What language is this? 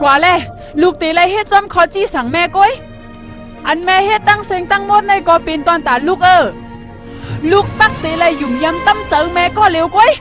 Shan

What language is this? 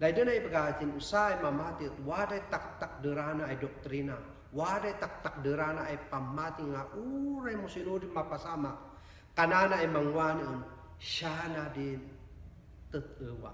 Kankanaey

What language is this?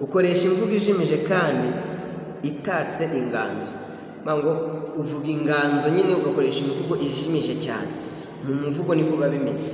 Kinyarwanda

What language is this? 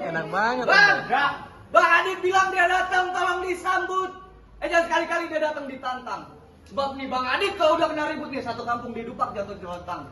Betawi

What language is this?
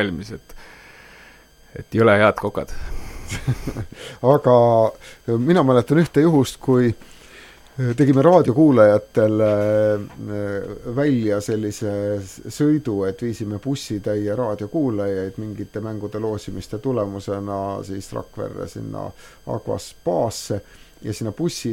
Estonian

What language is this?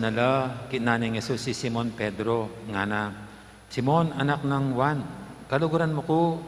Pampanga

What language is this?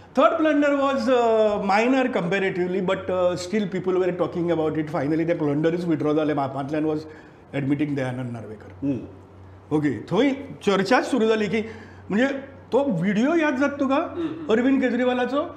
Konkani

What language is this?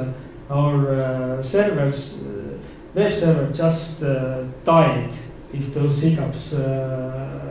English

